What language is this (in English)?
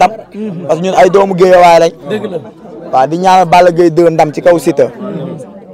Wolof